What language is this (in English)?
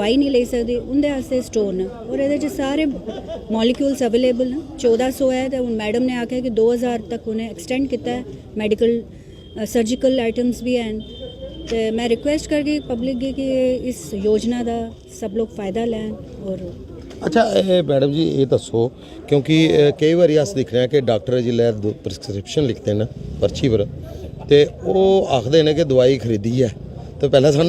Dogri